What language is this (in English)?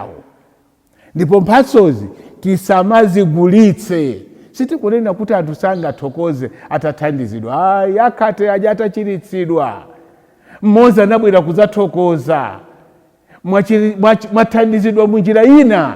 Nyanja